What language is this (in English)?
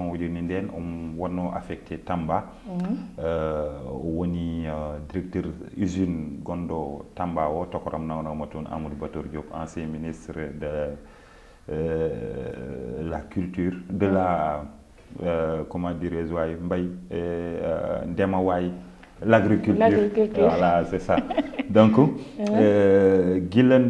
Fula